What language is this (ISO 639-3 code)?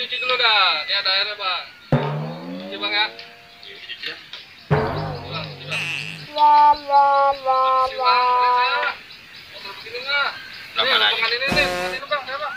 bew